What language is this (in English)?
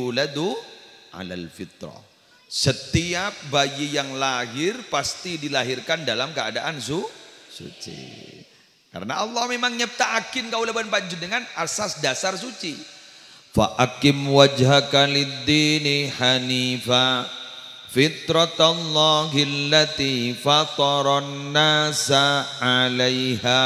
Madurese